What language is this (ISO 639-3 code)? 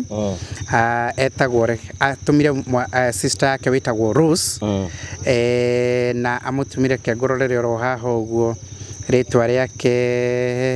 kik